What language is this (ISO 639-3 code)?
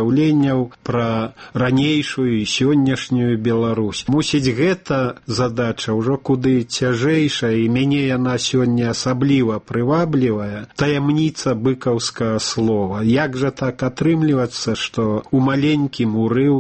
bel